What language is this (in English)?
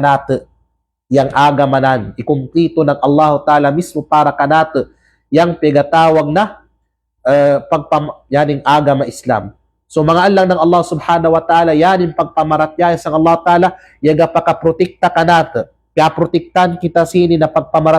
Kalagan